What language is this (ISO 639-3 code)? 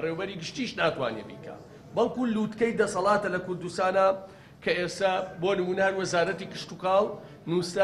ckb